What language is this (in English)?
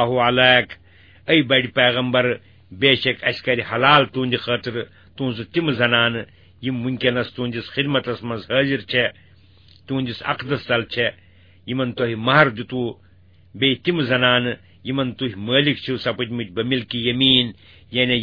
Kashmiri